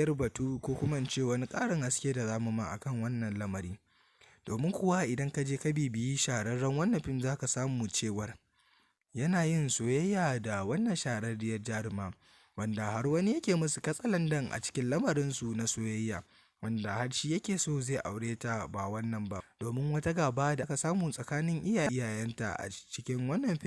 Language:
Hausa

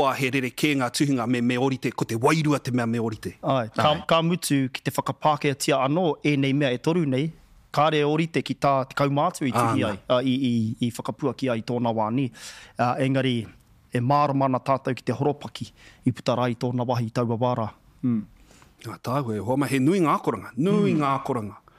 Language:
Māori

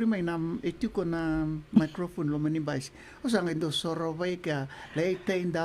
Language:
Fijian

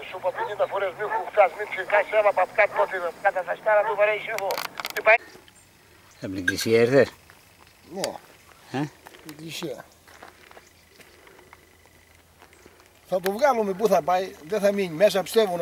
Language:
Greek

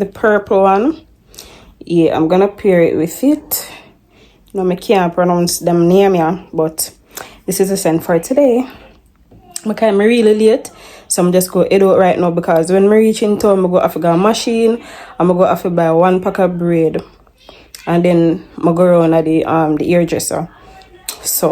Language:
Jamaican Creole English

